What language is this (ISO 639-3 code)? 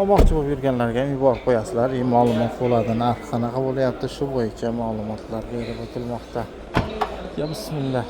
uzb